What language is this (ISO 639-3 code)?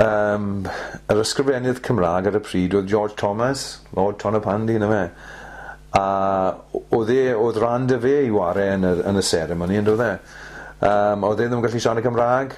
cym